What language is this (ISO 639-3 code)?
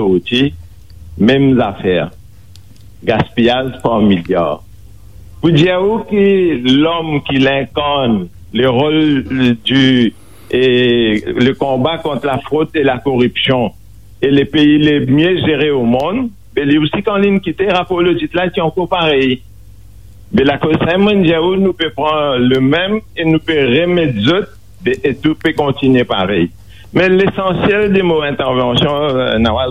mfe